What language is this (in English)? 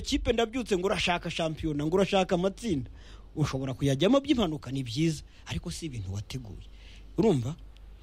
Kinyarwanda